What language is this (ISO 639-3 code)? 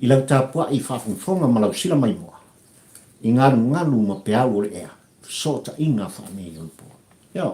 smo